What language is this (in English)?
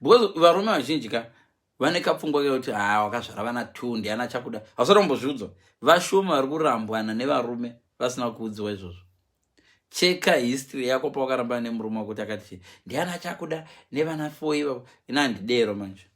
Shona